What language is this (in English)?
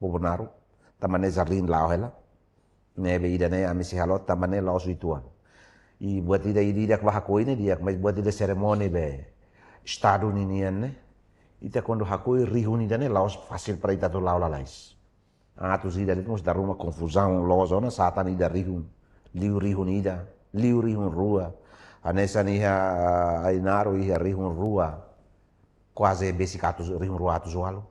Tetum